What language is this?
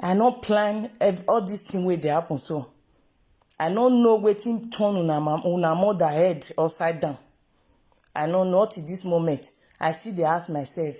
Nigerian Pidgin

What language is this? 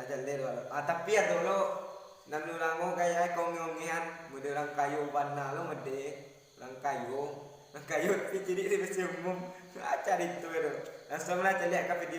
Minangkabau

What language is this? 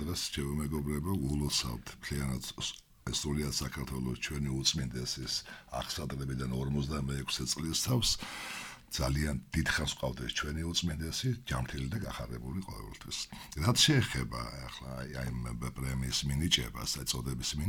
Georgian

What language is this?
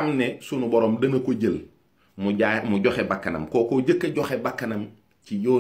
Wolof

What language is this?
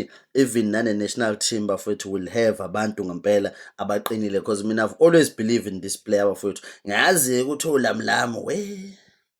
Zulu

